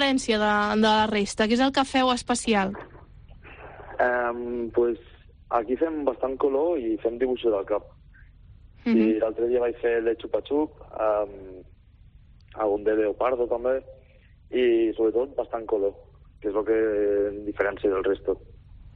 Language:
Catalan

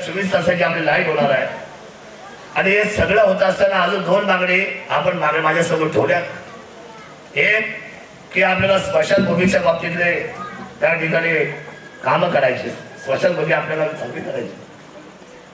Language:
Marathi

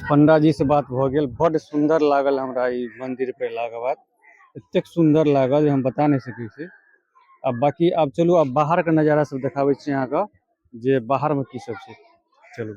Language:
Maithili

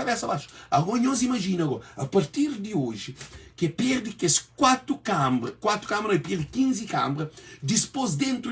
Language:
Kabuverdianu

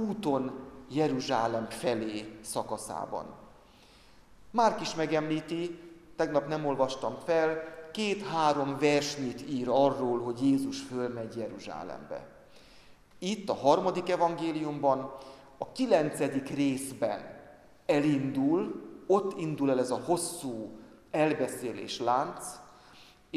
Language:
Hungarian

